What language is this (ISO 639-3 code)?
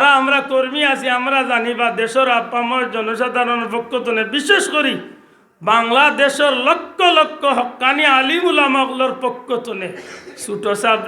syl